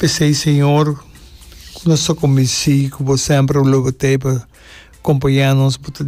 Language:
Papiamento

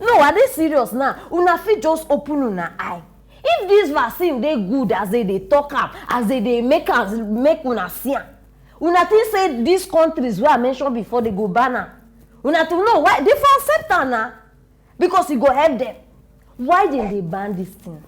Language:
Nigerian Pidgin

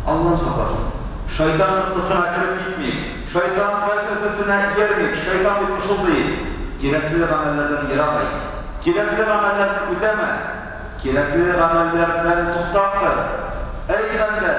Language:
Tatar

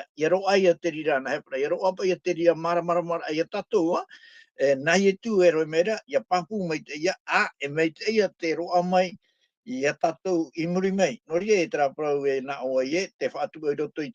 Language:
Tahitian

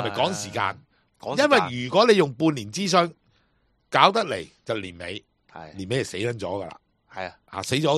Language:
Cantonese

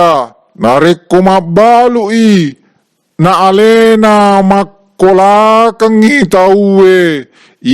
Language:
Buginese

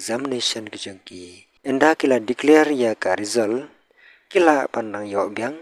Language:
Khasi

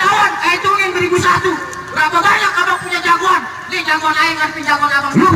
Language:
Betawi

